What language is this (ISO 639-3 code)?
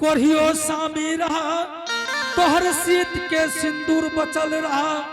anp